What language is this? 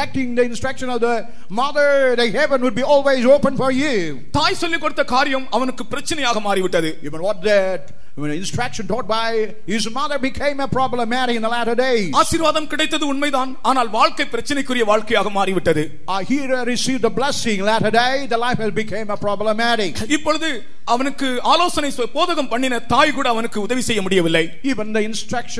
Tamil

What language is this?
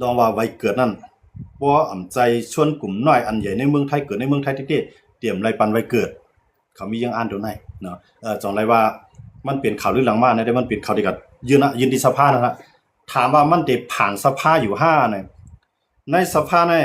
Shan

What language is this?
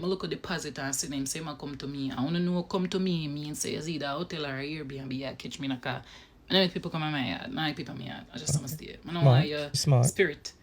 Jamaican Creole English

